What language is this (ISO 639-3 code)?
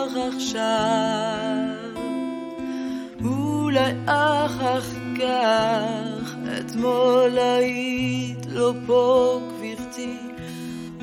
heb